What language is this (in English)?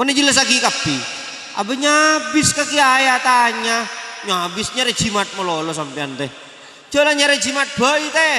Madurese